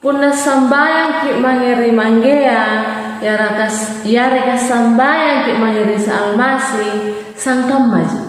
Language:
Makasar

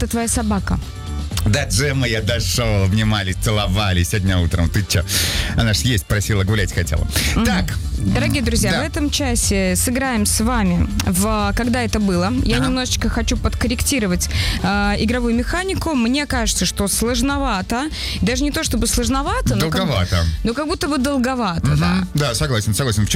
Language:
Russian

